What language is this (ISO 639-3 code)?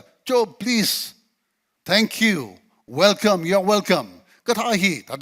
nmf